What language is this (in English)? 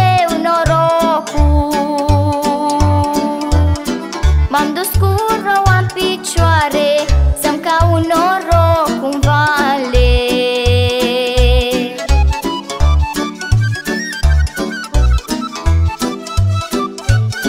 Romanian